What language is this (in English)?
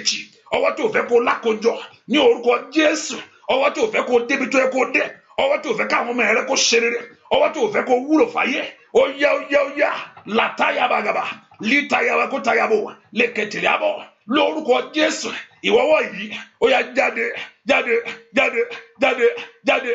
Yoruba